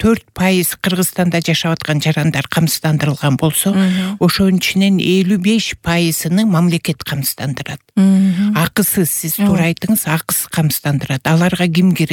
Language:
Kyrgyz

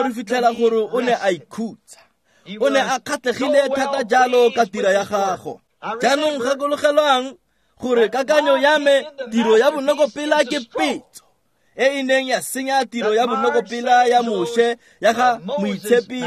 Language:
Tswana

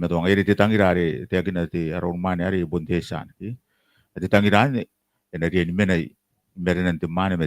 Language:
Gilbertese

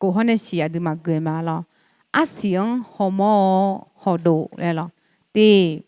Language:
Akha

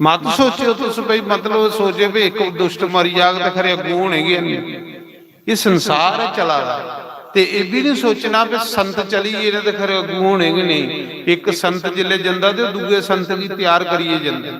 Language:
Dogri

